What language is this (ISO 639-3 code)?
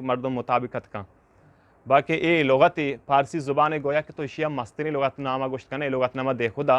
bgp